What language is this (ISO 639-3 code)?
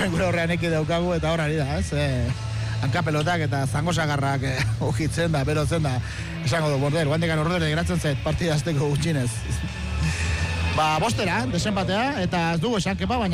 eus